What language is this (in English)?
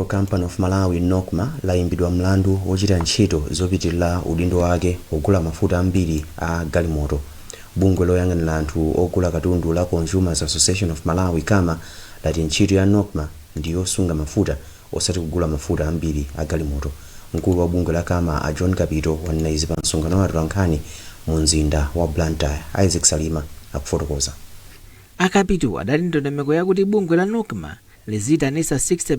Nyanja